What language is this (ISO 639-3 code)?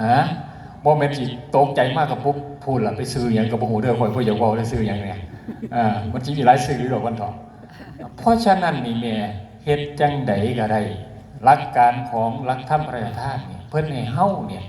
tts